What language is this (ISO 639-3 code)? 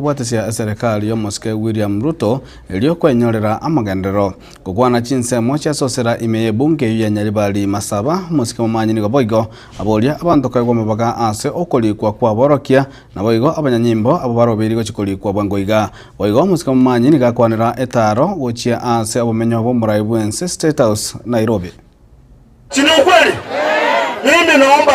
guz